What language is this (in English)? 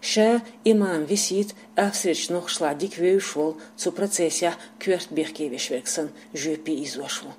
Chechen